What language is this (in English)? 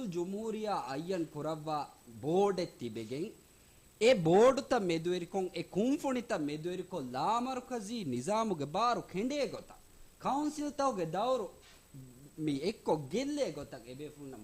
Divehi